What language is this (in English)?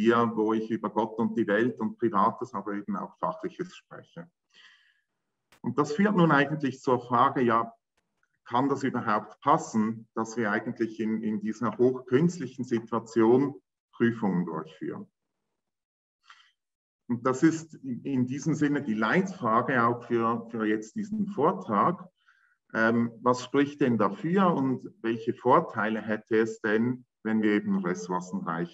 German